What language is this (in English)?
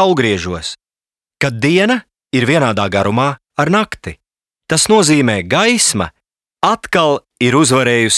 Latvian